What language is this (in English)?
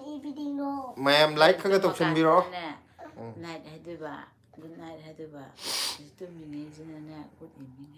Manipuri